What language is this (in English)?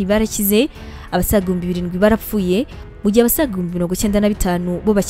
Kinyarwanda